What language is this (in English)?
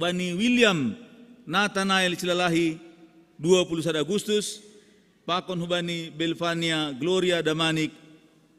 Batak Simalungun